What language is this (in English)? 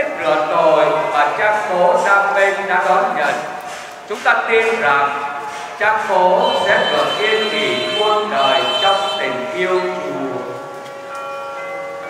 Vietnamese